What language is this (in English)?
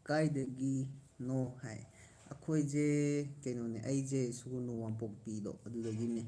Manipuri